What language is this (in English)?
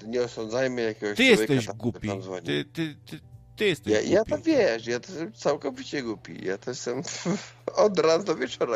Polish